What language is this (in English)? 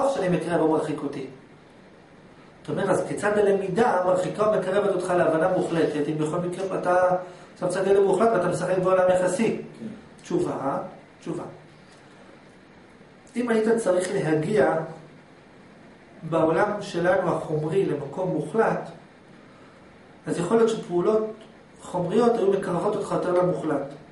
Hebrew